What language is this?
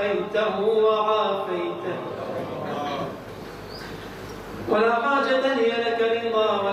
Arabic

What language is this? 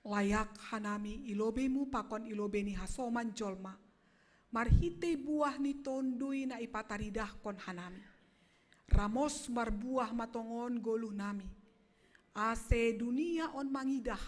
Batak Simalungun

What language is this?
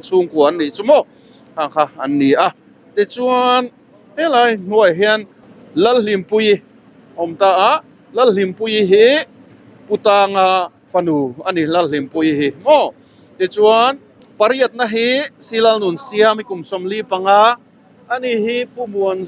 Mizo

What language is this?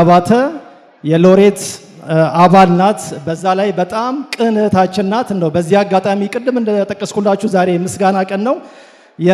Amharic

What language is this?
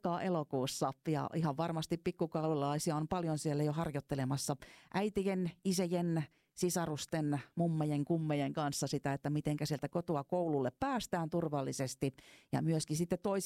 Finnish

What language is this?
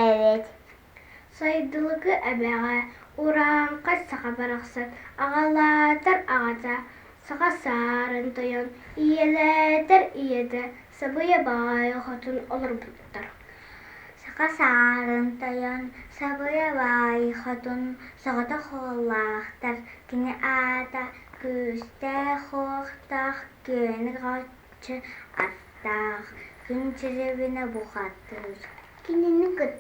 Yakut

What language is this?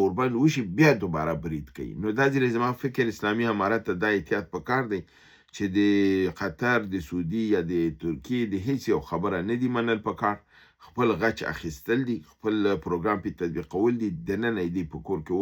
Pashto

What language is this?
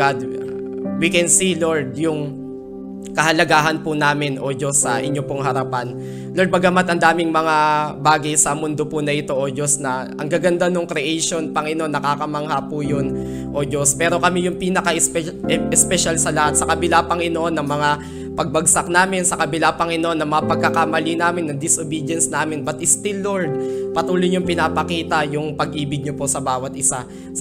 Filipino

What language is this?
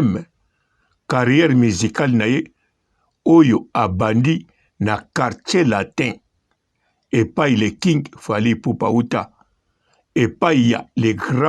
Lingala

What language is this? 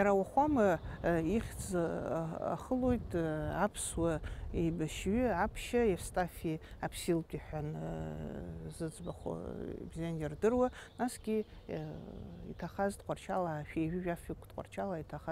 Abkhazian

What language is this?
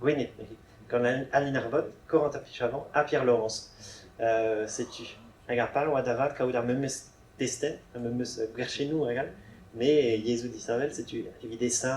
Breton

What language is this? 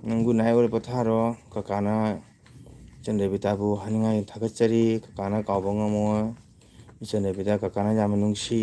Manipuri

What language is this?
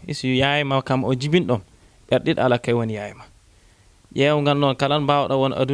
Fula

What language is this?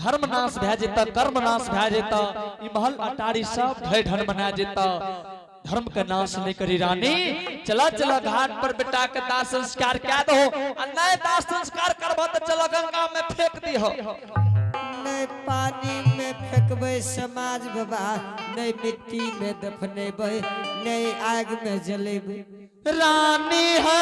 Angika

